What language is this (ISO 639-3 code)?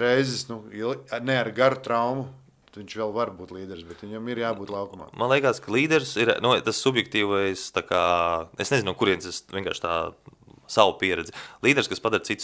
lav